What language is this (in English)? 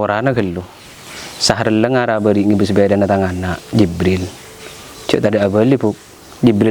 Madurese